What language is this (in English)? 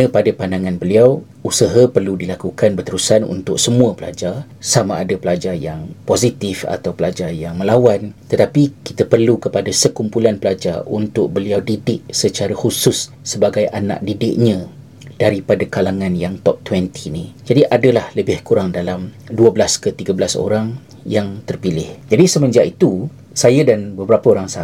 Malay